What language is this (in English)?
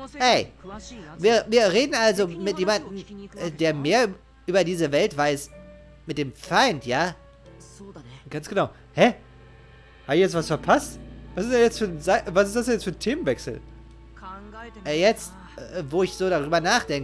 German